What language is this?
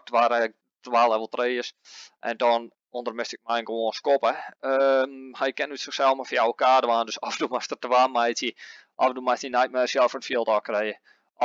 Western Frisian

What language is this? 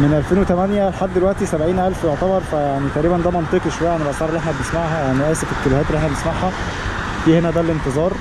Egyptian Arabic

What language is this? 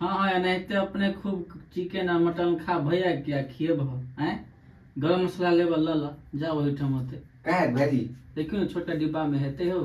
Maithili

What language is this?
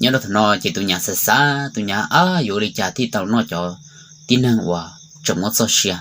Hmong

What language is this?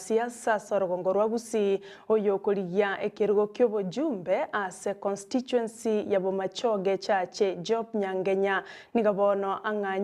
Gusii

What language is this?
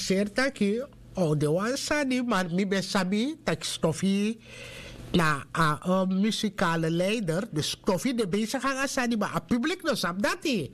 Sranan Tongo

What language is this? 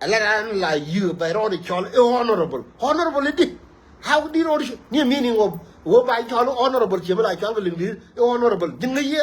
Nuer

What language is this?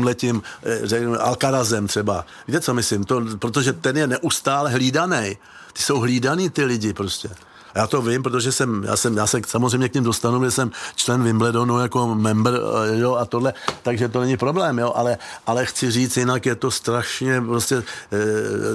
Czech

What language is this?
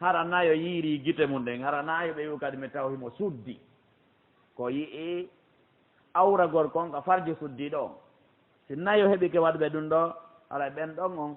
Fula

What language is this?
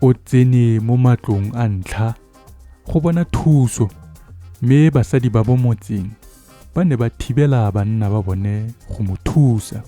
Tswana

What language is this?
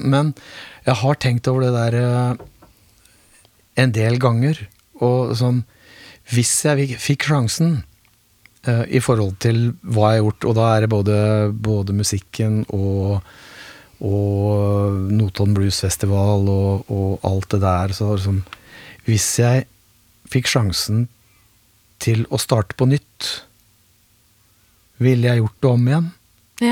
Norwegian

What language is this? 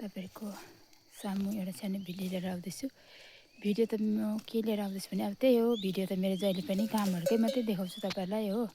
Nepali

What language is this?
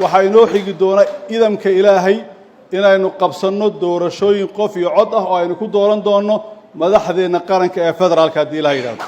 Somali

